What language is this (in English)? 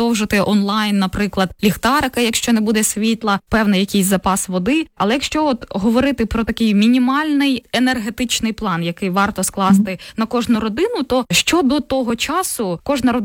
Ukrainian